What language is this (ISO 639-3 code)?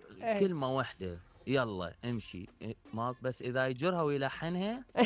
acm